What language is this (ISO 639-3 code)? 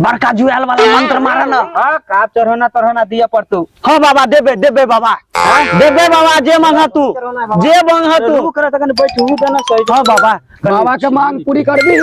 mai